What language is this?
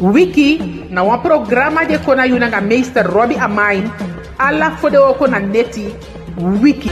Eastern Maroon Creole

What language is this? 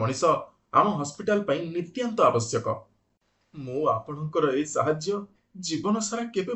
Odia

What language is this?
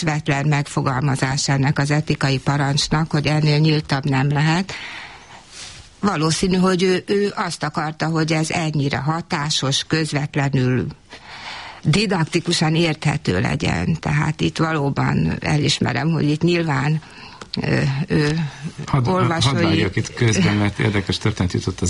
Hungarian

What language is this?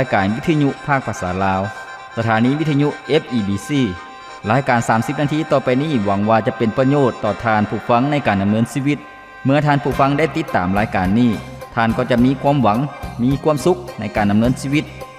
Lao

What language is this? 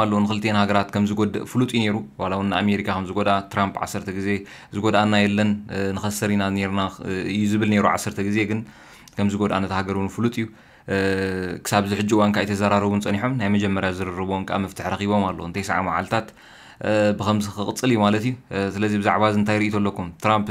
Tigrinya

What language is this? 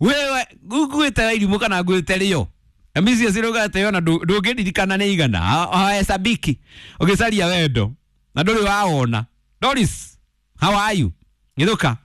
Kikuyu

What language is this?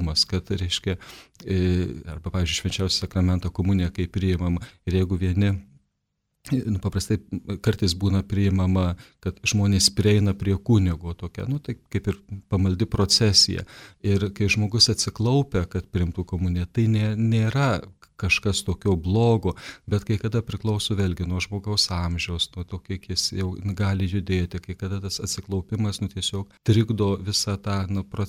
Lithuanian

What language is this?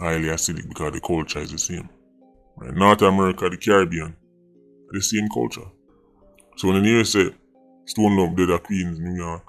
Jamaican Creole English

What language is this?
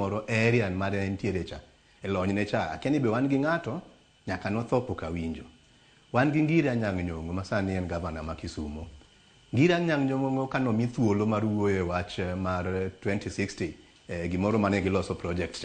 Luo (Kenya and Tanzania)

